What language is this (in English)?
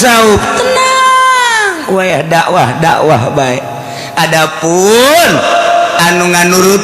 Sundanese